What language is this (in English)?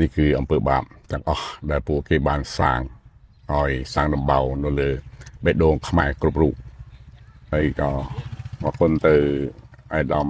Khmer